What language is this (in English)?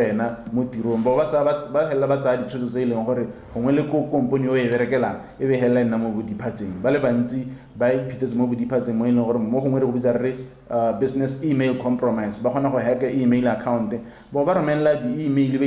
Tswana